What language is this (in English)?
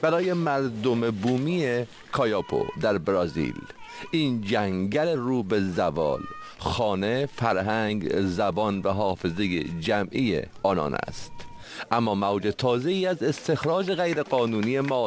Persian